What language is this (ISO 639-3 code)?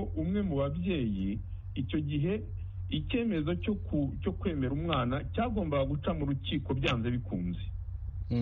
kin